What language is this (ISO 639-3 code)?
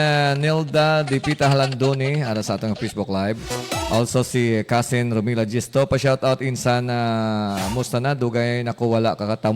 hil